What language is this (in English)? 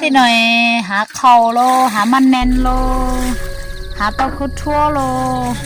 Hmong